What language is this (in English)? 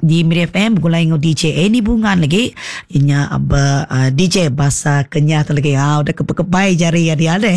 Iban